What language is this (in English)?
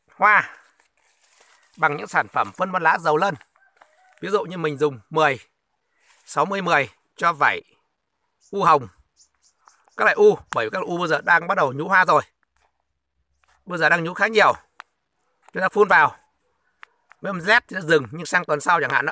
Vietnamese